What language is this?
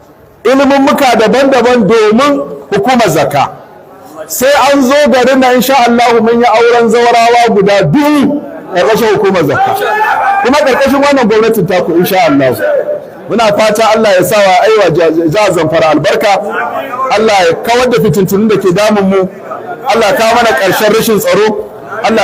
Hausa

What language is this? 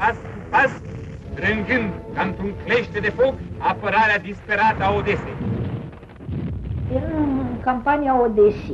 Romanian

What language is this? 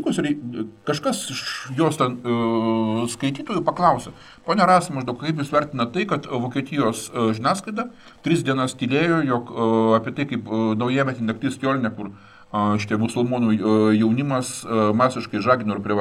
Lithuanian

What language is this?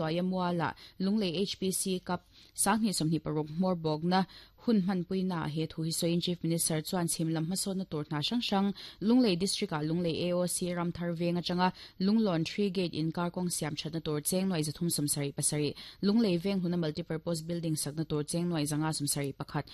Mizo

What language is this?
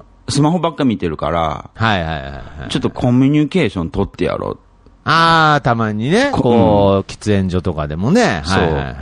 Japanese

